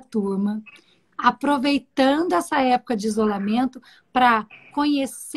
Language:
Portuguese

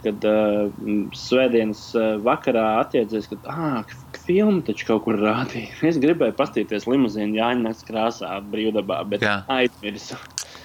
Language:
Latvian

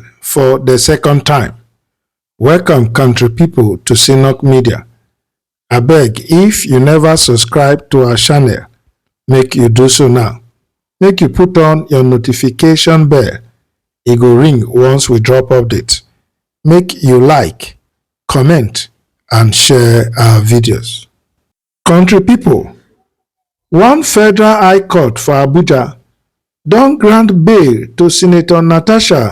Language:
Nigerian Pidgin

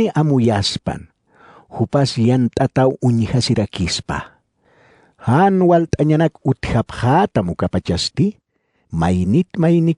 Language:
Aymara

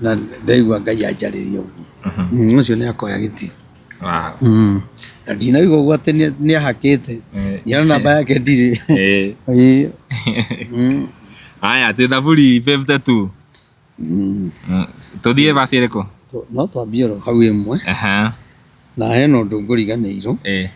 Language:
Kikuyu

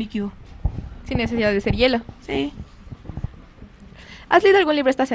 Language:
Spanish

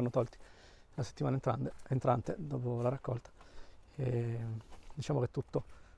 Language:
Italian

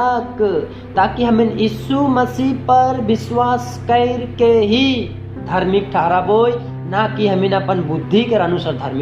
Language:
Sadri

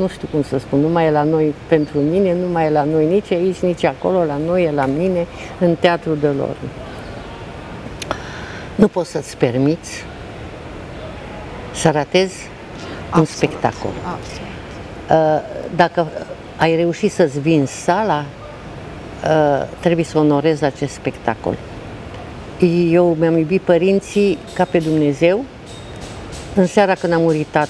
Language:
Romanian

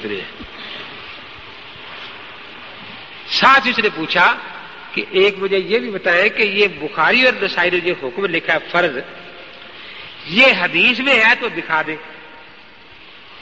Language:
Urdu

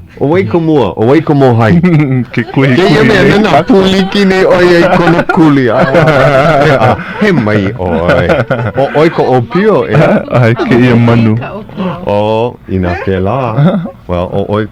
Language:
Hawaiian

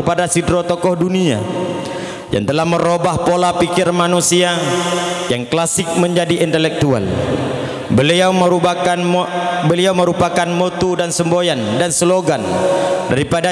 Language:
Achinese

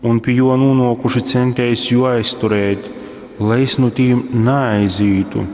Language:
Latgalian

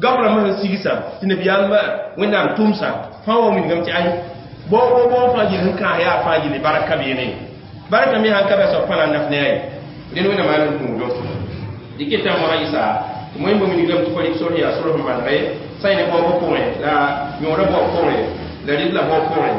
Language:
Mossi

